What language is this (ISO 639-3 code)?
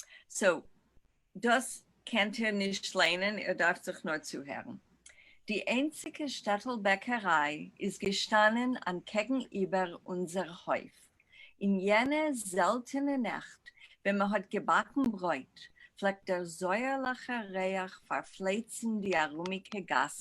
yid